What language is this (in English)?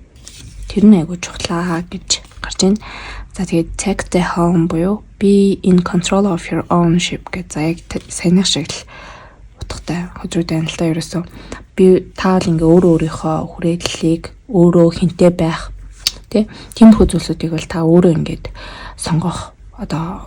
Mongolian